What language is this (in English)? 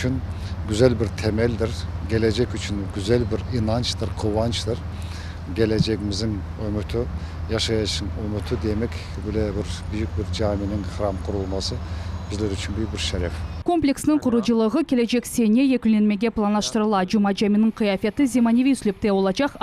Crimean Tatar